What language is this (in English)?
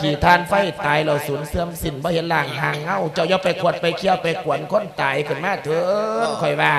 Lao